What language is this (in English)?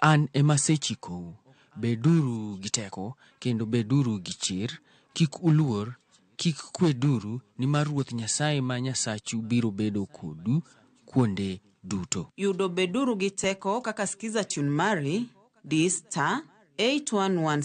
Luo (Kenya and Tanzania)